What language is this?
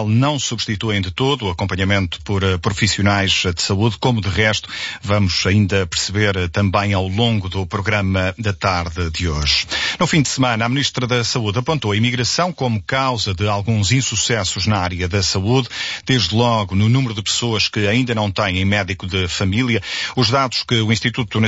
Portuguese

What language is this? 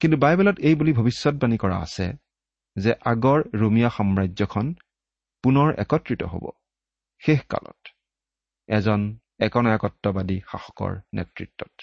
Assamese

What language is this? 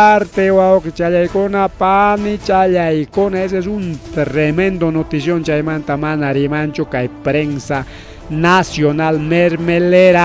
Ayacucho Quechua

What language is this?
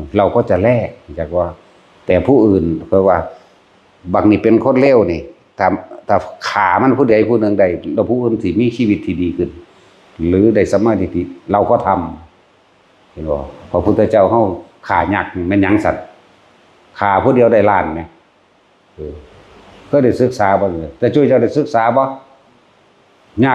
Northeastern Thai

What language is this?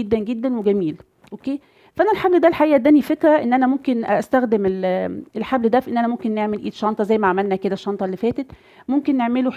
Egyptian Arabic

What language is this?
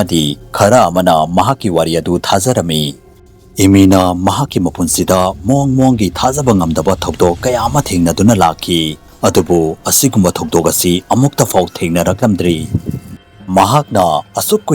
Manipuri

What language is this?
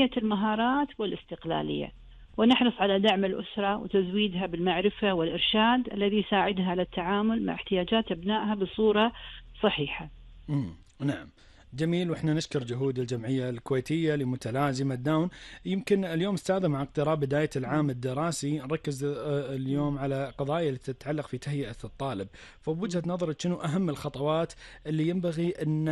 Gulf Arabic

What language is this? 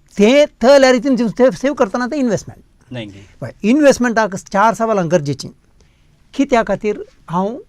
Konkani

